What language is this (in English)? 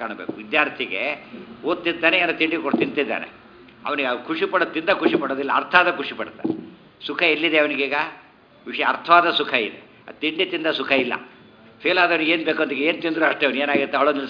Kannada